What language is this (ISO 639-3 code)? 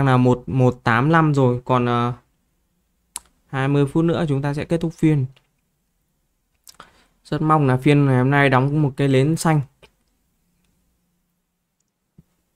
vie